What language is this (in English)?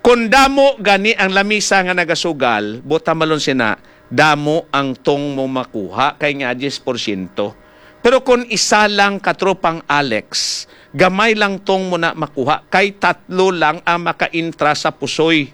Hiligaynon